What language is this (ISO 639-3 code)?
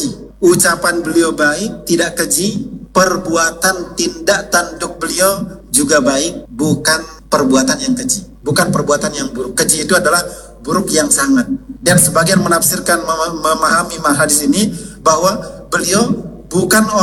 ind